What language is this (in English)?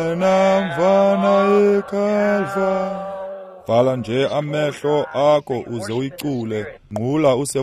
Xhosa